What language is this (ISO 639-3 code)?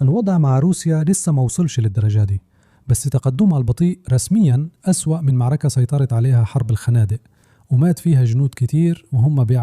arz